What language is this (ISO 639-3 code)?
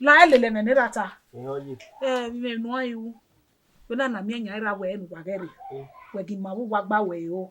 bin